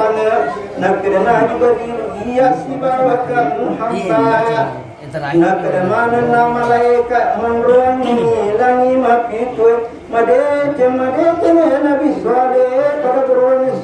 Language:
Buginese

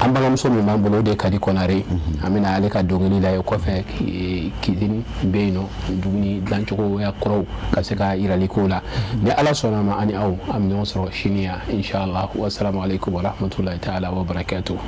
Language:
Bambara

